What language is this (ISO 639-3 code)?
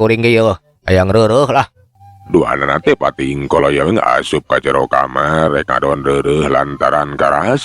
sun